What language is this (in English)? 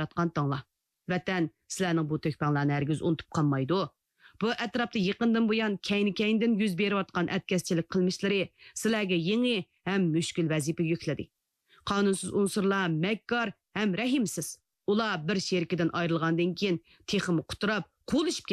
Uyghur